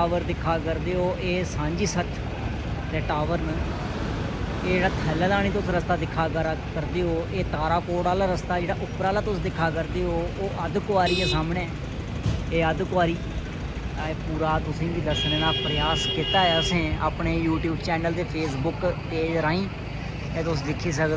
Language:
Dogri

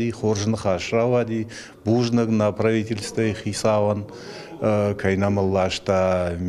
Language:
Ossetic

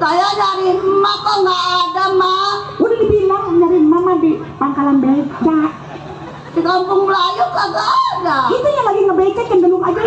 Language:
Betawi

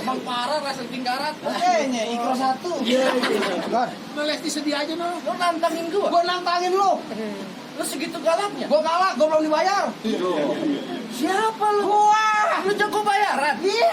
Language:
Betawi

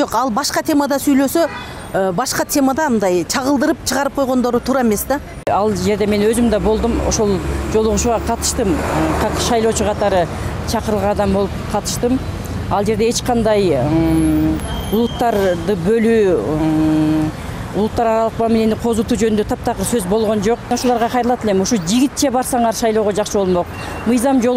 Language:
Kyrgyz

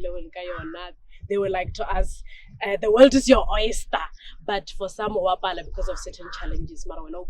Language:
Northern Sotho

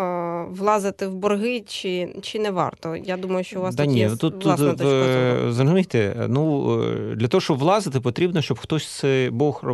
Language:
Ukrainian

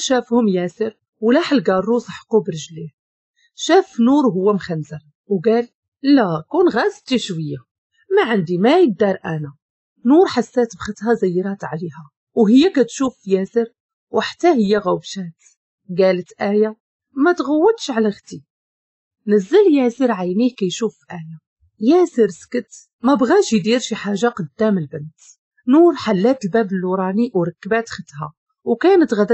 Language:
Moroccan Arabic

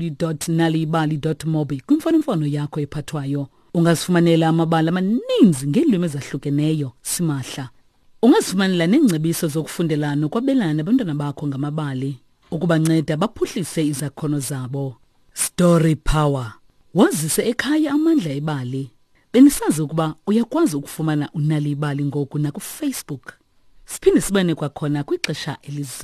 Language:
Xhosa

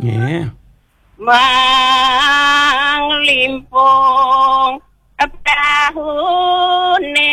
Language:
Balinese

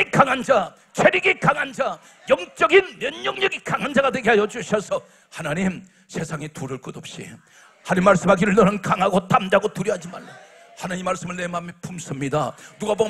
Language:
Korean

